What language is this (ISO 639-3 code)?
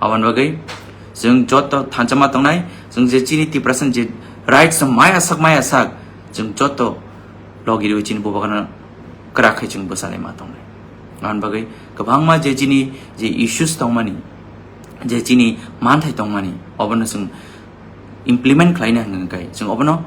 trp